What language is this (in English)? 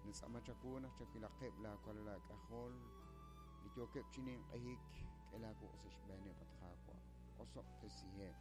Kekchí